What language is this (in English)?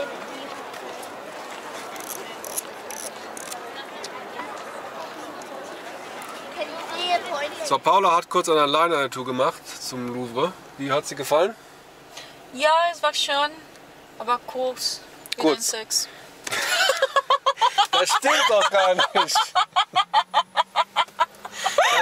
German